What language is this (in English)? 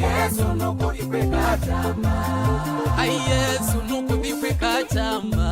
Kamba